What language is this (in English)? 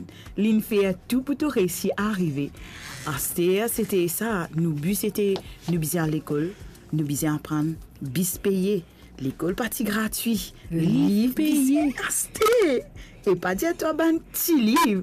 Morisyen